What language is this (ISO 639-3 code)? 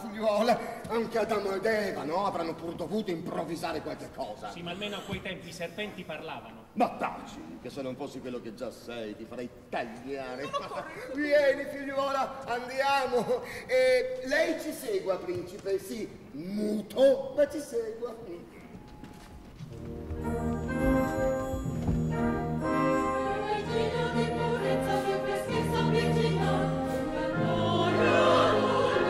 ita